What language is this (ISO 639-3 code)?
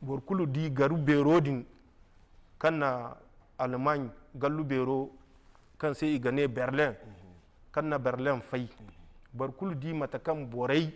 dje